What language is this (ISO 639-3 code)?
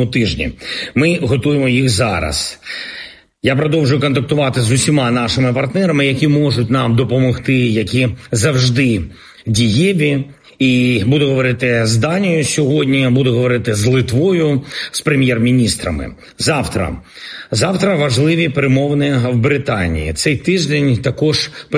ukr